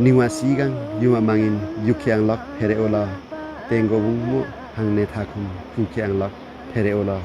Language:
Limbu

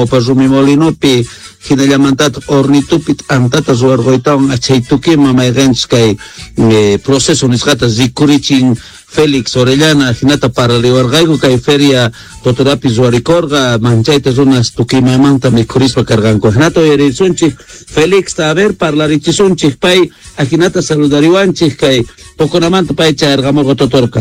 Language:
Quechua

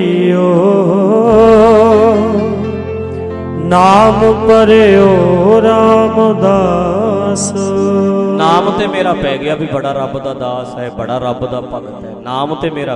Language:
Punjabi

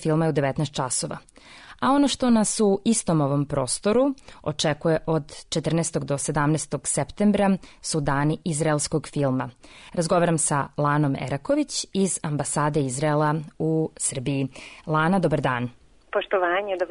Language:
Serbian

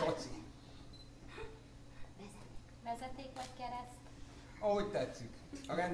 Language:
Hungarian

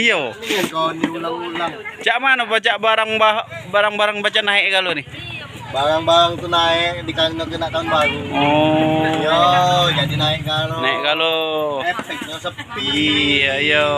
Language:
Musi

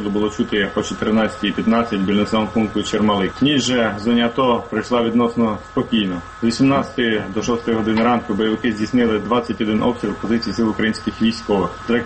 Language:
Ukrainian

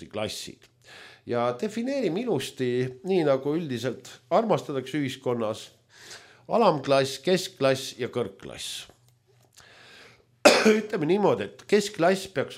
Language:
Estonian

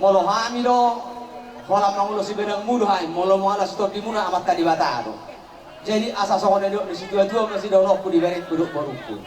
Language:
Batak Toba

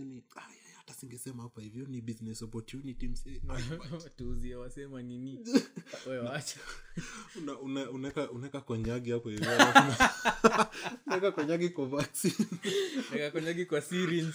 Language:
Swahili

